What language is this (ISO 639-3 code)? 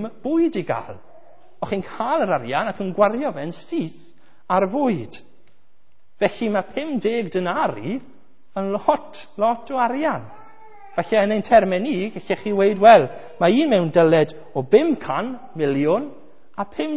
cym